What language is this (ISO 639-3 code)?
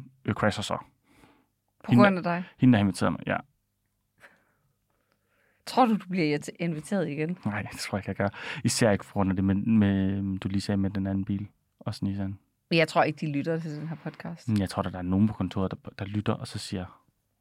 dan